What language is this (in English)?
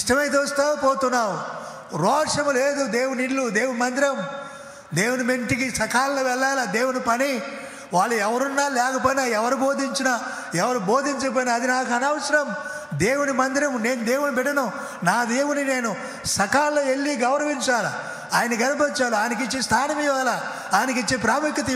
Telugu